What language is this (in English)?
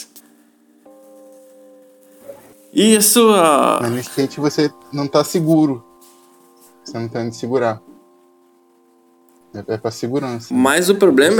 Portuguese